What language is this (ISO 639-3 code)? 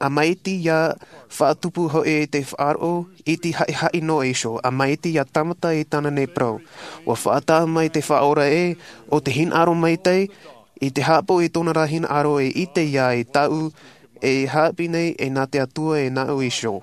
tah